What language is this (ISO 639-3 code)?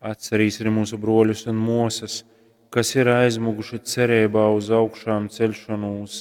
ltg